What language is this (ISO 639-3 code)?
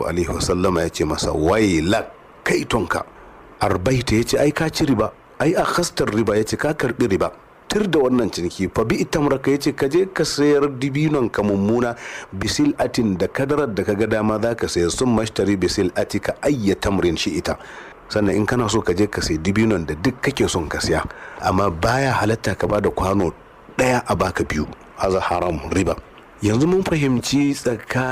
hau